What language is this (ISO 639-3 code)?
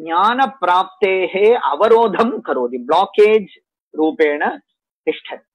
san